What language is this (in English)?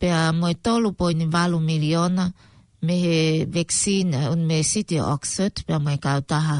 Tongan